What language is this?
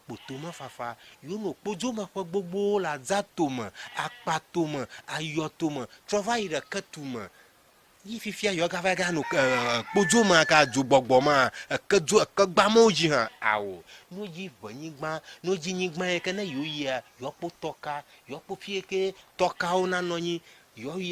Ewe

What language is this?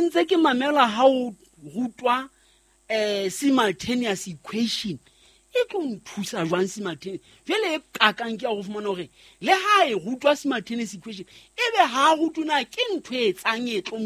Southern Sotho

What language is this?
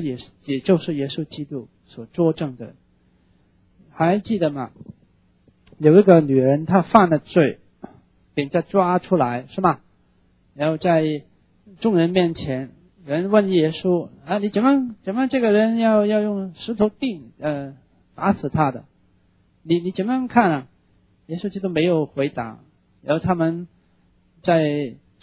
Chinese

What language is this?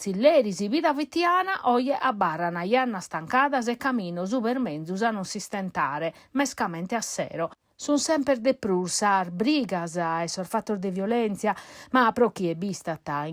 Sardinian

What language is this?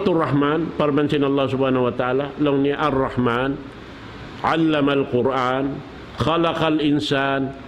Tausug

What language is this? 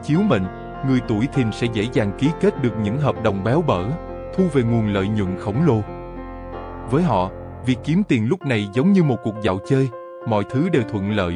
Vietnamese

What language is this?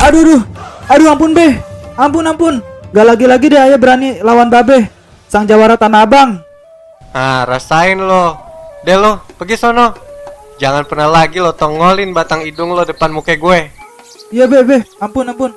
Betawi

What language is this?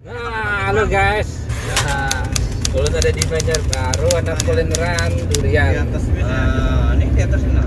Banjar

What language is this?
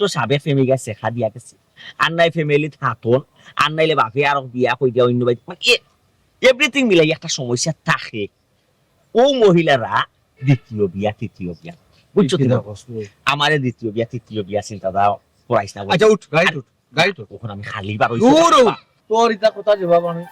Sylheti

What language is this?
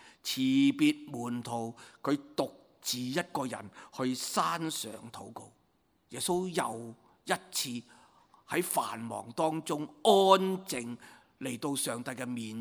Cantonese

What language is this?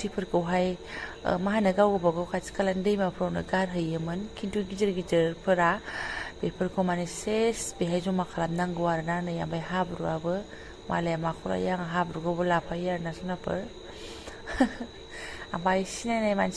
Bodo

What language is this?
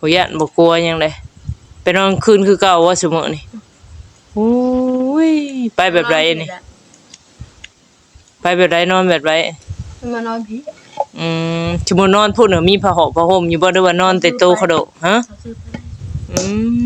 Northeastern Thai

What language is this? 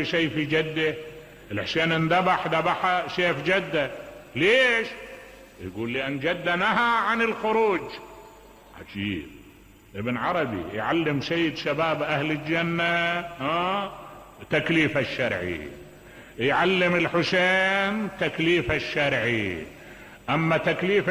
Mesopotamian Arabic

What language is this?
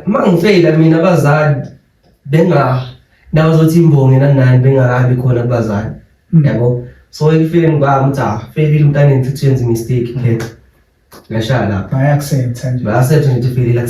Zulu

